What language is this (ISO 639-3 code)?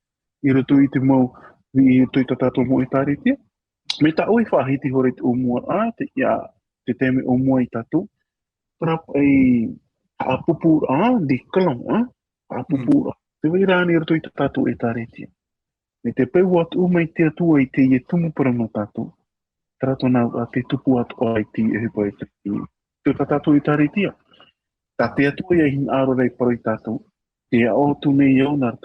tah